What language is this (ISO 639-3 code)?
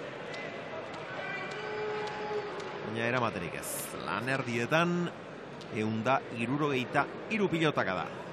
eus